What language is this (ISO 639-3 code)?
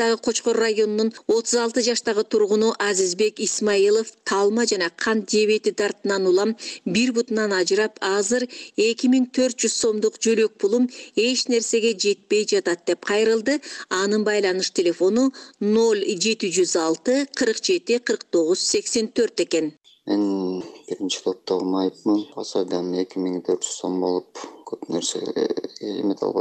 kir